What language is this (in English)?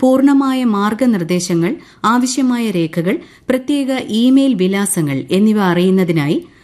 Malayalam